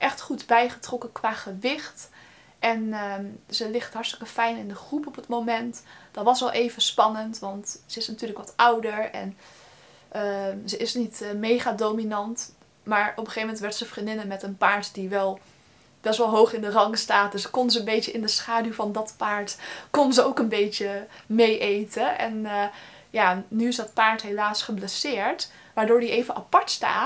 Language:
Dutch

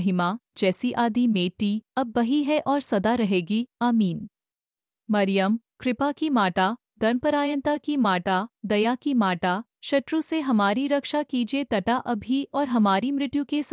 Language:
Hindi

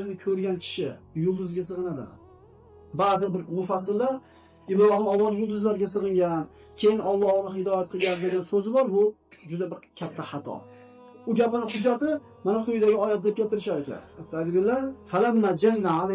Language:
Uzbek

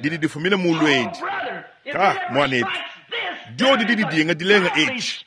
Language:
Luba-Lulua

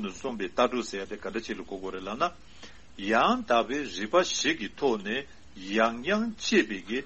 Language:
Tibetan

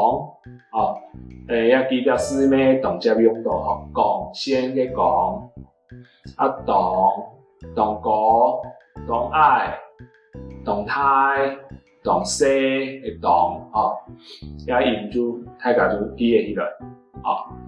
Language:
Hakka Chinese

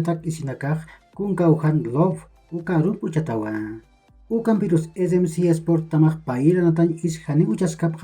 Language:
Aymara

